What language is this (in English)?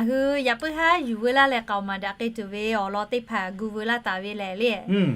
Lahu